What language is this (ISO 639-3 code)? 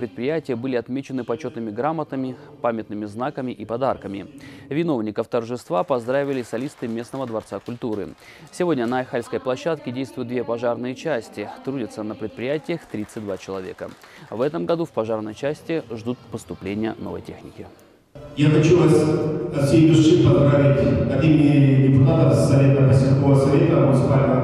rus